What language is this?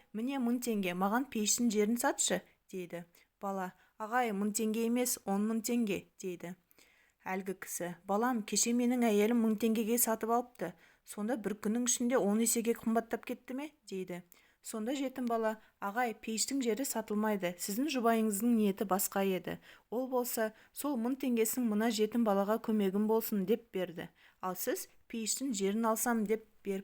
Kazakh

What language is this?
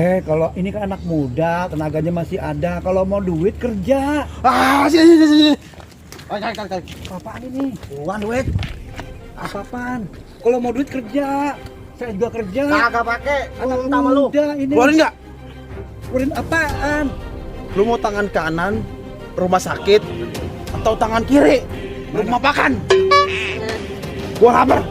Betawi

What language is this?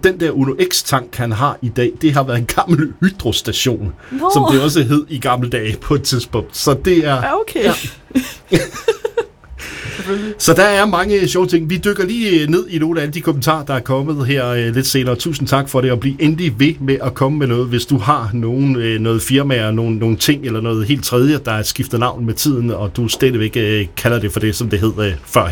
Danish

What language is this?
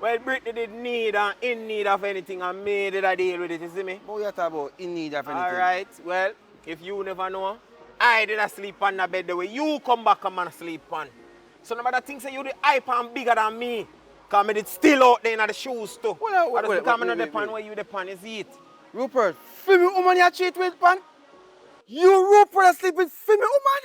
Jamaican Creole English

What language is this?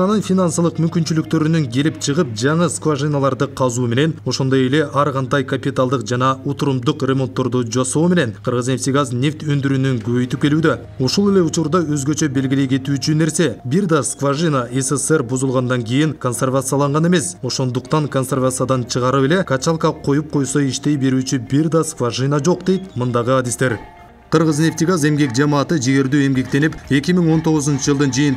Kyrgyz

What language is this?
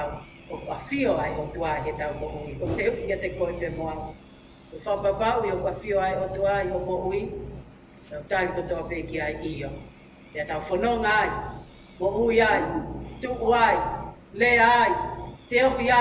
Tongan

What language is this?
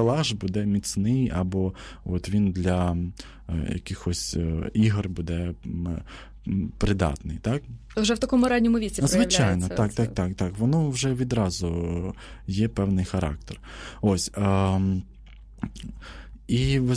Ukrainian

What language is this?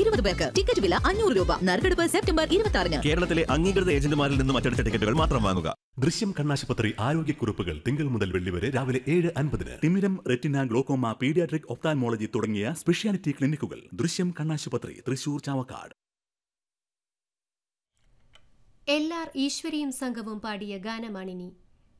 Malayalam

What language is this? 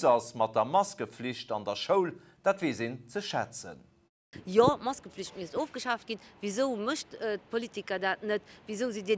Luxembourgish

